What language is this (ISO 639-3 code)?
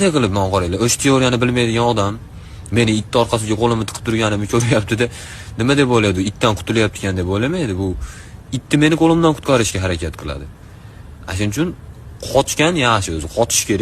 uzb